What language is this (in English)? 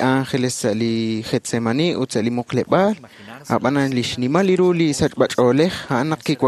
Kekchí